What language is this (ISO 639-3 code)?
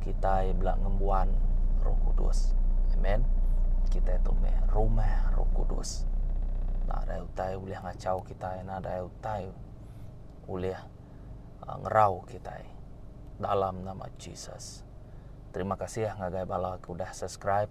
iba